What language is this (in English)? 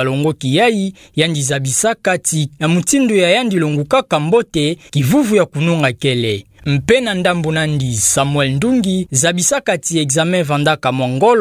Kituba (Democratic Republic of Congo)